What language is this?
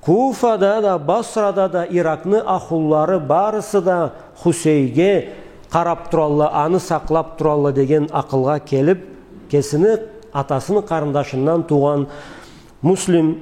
Karachay-Balkar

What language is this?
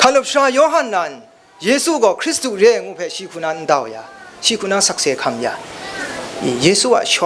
Kachin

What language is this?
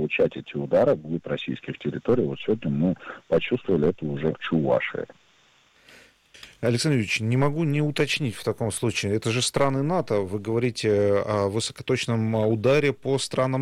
Russian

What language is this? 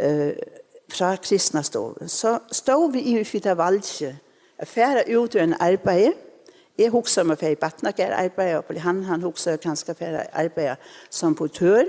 Faroese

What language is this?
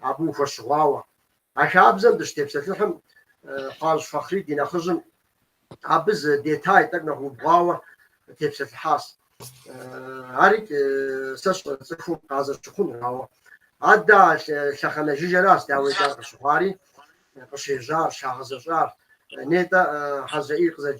Kabardian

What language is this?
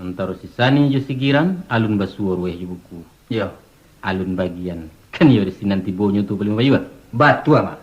Minangkabau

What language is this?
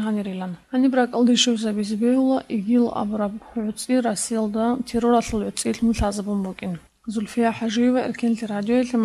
Avaric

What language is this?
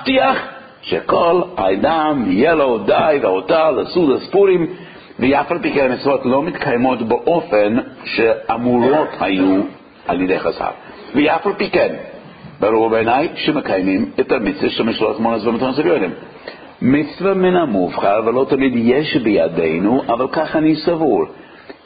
Hebrew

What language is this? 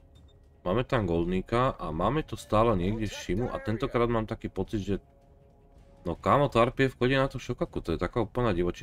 Slovak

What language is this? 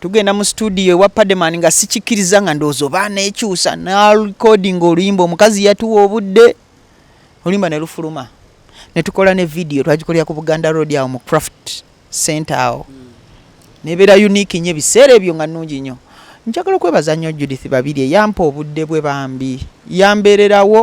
Ganda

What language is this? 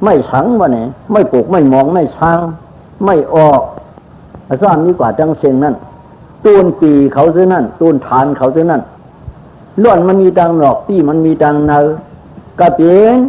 Shan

